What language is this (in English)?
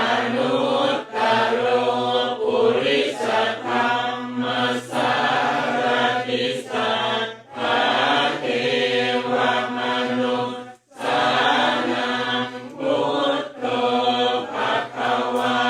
Pali